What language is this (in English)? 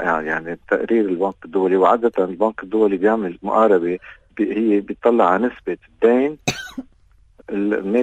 North Levantine Arabic